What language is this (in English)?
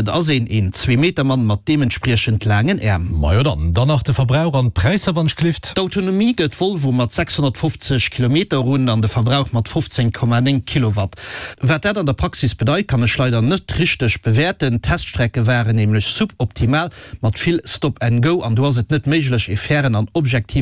Luxembourgish